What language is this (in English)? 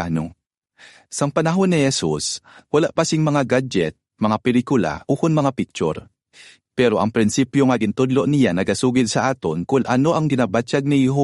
Hiligaynon